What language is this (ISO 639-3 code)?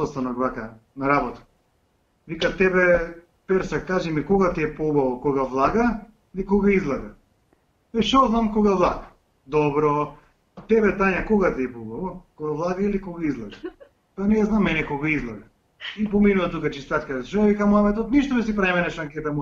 mkd